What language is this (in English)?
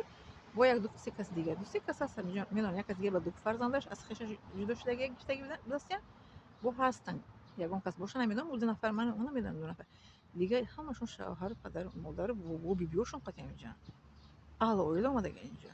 Tajik